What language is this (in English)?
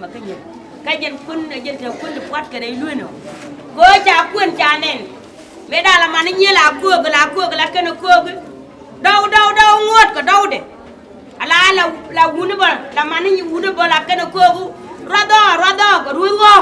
Nuer